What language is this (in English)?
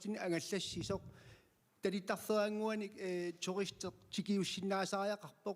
Kalaallisut